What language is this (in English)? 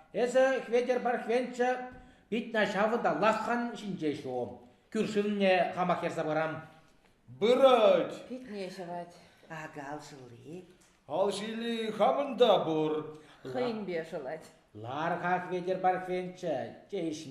Chuvash